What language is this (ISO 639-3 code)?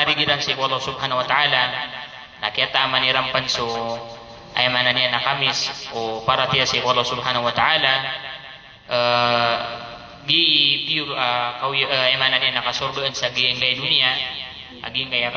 mrw